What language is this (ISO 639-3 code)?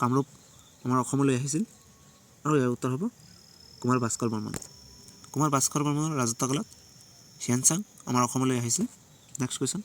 asm